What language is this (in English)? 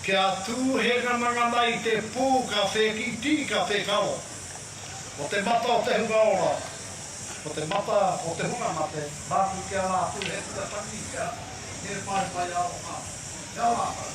Māori